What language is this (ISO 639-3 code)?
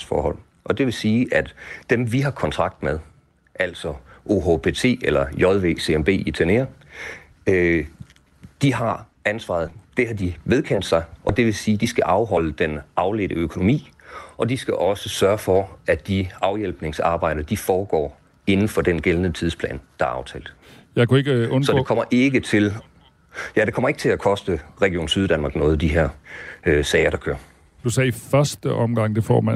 dan